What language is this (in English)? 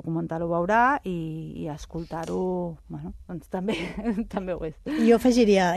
Catalan